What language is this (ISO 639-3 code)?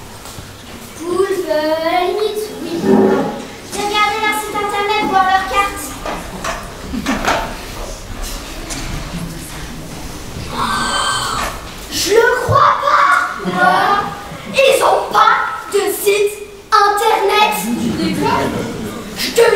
fra